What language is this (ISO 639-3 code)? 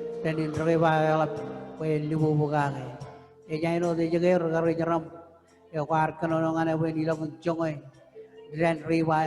mah